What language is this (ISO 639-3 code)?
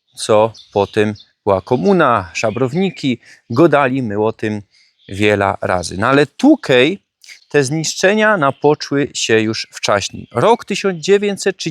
szl